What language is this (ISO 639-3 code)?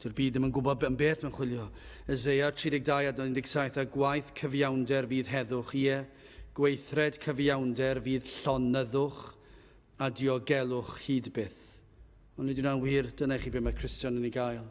cym